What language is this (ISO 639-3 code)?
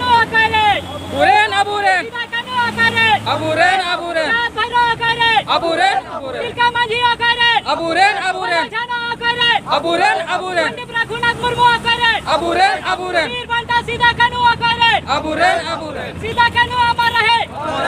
sat